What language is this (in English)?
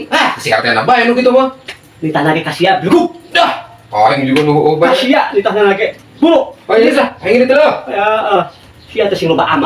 Sundanese